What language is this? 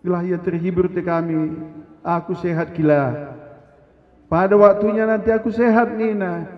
Batak Karo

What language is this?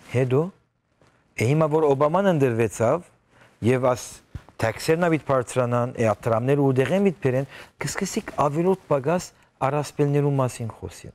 Western Armenian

